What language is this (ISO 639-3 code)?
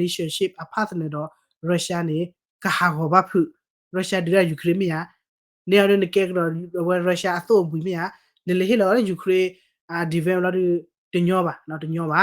ksw